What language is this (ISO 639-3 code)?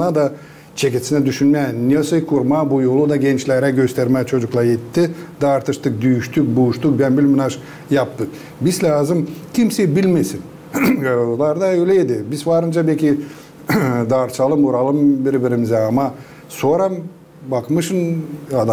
gag